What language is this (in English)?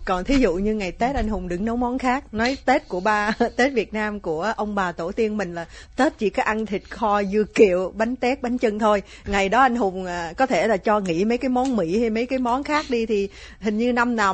Vietnamese